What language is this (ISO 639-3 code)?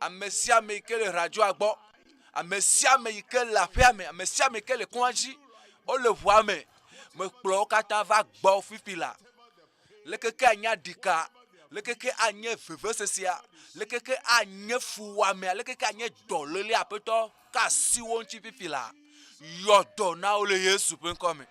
ewe